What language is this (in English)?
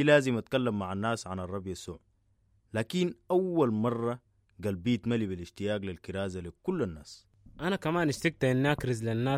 Sudanese Arabic